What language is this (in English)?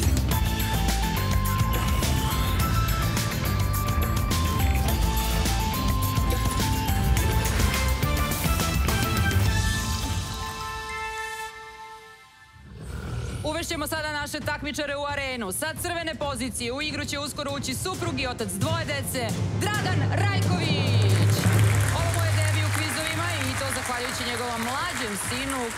Serbian